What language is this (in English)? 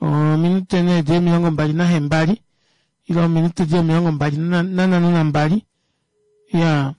Kuanyama